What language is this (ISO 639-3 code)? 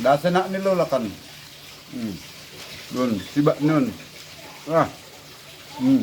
bts